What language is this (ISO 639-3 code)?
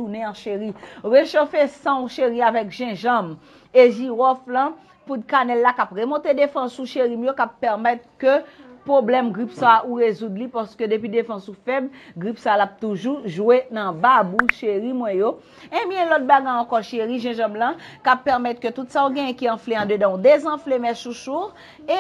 hat